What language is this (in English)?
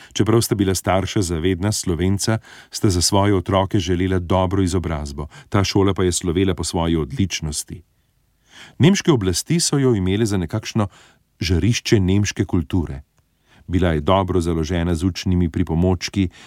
Slovenian